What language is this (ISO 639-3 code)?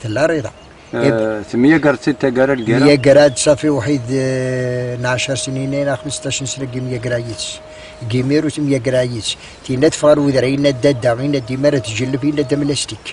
kab